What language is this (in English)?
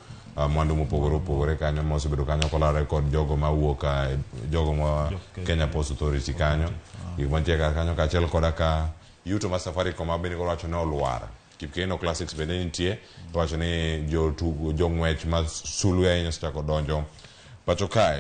Luo (Kenya and Tanzania)